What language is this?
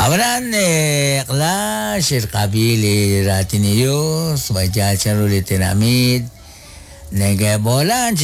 Kekchí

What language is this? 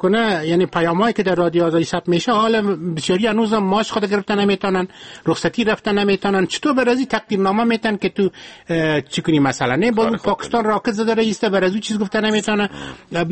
Persian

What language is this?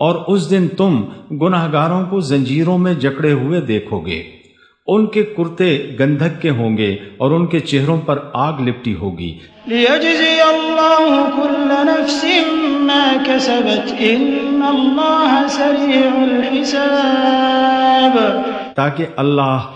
Urdu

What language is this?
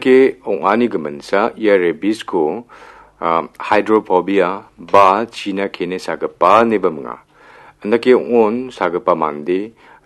Garo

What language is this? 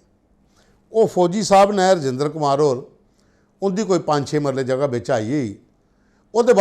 Dogri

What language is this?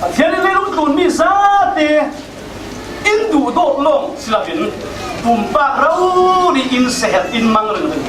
Falam Chin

